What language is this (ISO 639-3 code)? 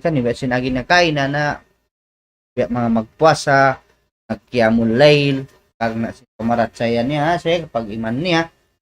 tsg